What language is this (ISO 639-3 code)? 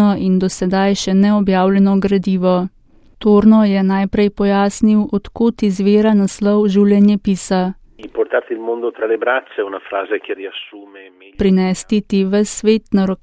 slv